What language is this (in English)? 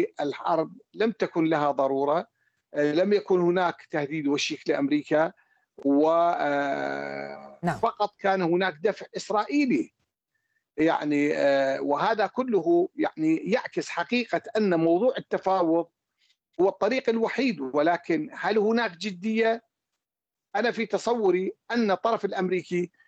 Arabic